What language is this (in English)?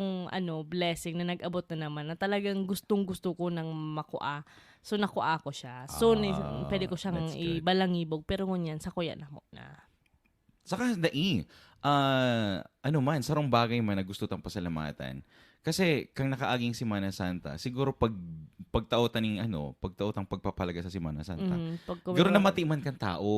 Bikol